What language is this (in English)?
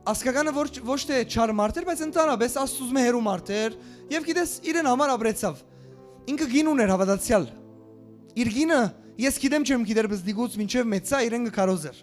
Western Armenian